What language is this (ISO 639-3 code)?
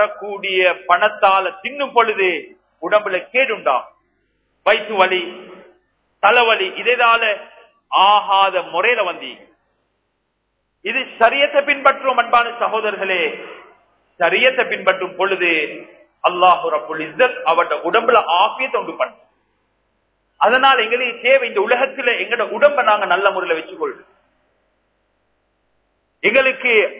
tam